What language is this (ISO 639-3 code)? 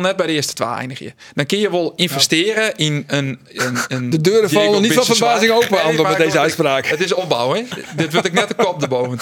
fry